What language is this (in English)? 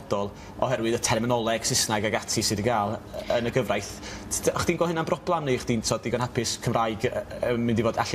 Welsh